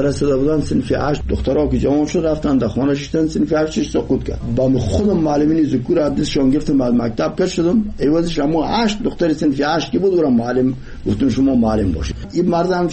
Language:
Persian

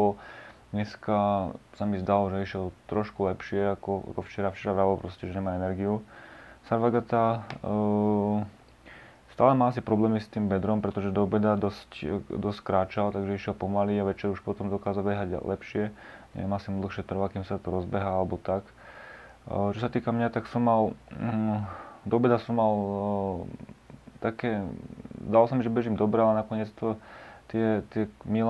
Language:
Slovak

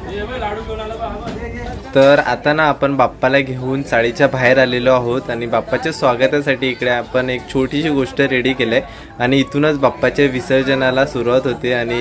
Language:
Marathi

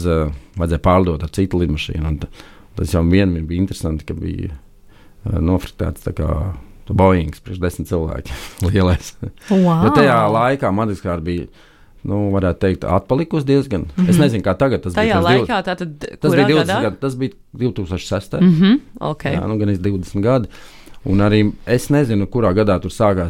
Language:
Latvian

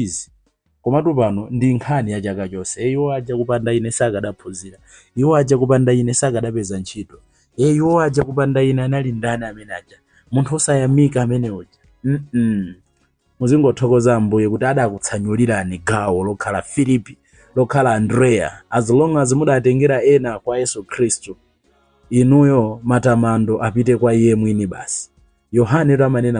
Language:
Nyanja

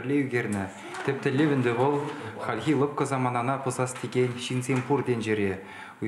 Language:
Chuvash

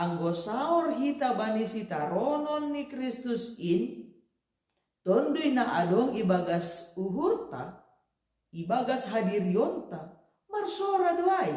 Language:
Batak Simalungun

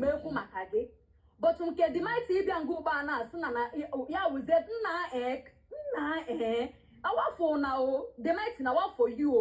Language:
Igbo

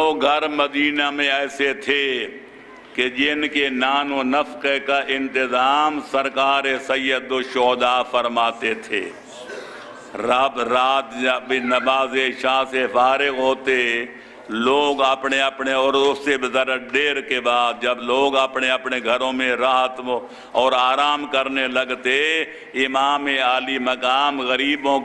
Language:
Urdu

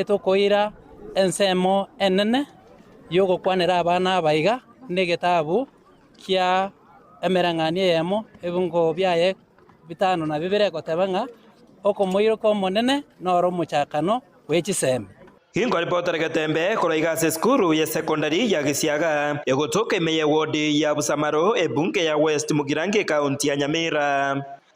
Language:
Gusii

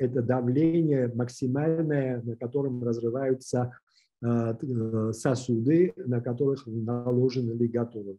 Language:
Russian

